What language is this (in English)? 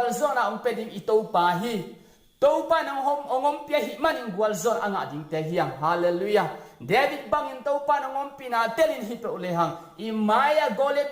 Tedim Chin